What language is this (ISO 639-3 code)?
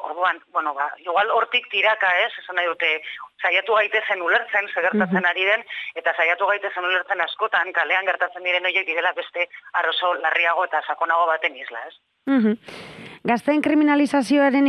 eus